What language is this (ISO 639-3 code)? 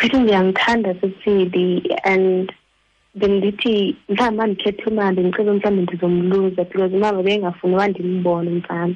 xho